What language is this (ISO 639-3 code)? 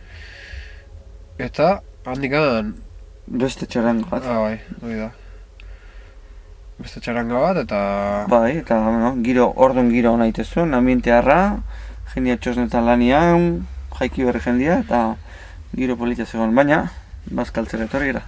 eus